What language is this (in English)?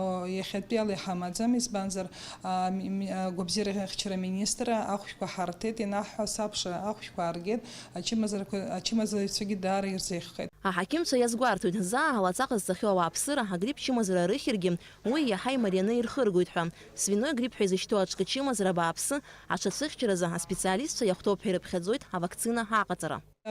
Abkhazian